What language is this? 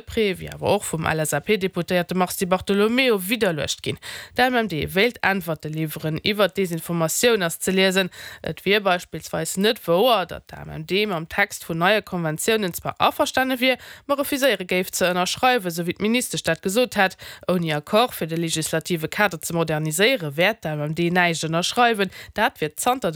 Luxembourgish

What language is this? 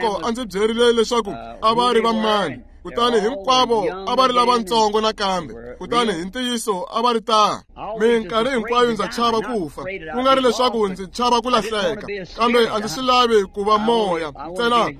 Tsonga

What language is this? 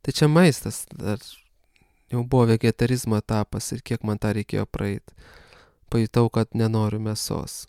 Lithuanian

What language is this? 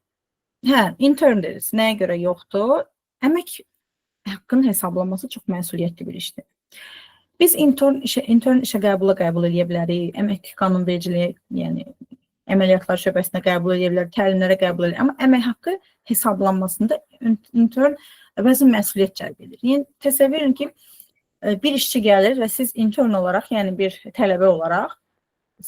Azerbaijani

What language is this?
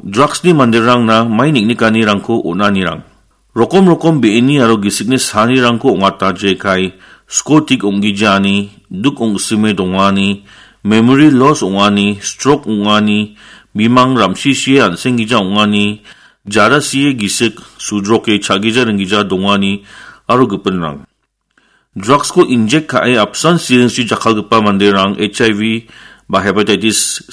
Garo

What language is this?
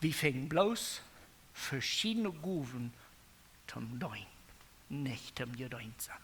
Plautdietsch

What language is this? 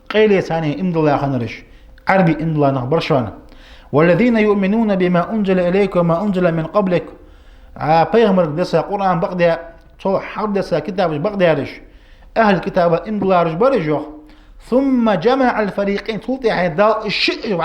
Ingush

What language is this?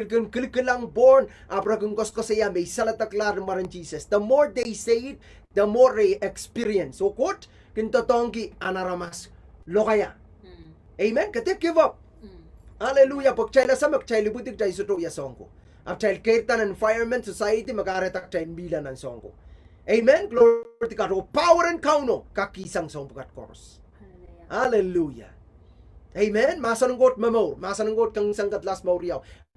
Pohnpeian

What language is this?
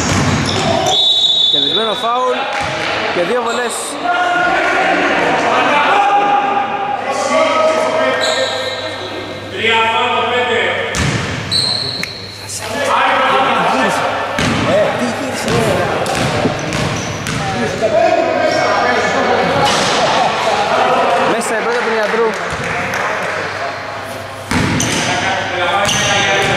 Greek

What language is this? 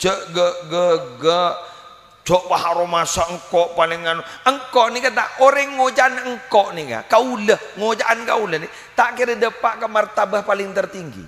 Madurese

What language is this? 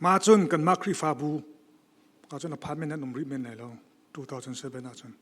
Hakha Chin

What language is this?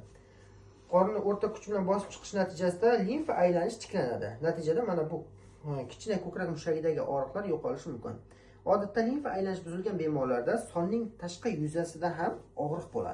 Uzbek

